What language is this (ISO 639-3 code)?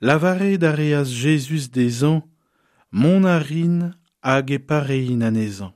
bre